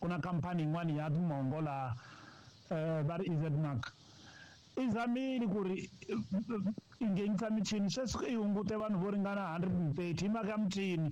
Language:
Tsonga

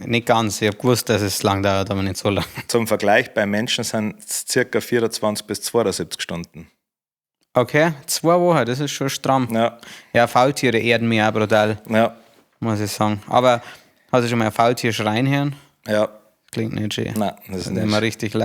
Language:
Bavarian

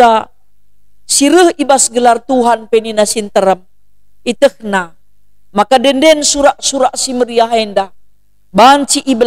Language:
Batak Karo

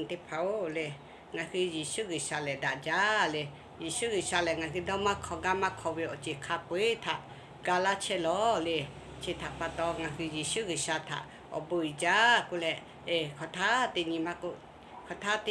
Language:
Lahu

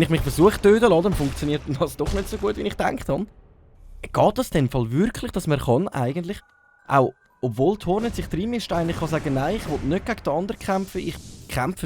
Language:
Swiss German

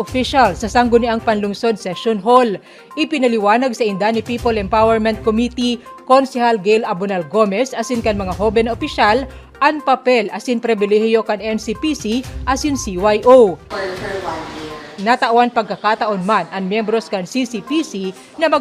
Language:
Bikol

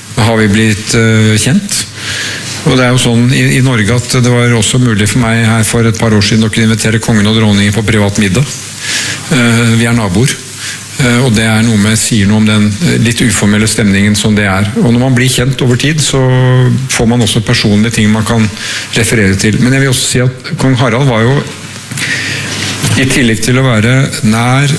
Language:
Norwegian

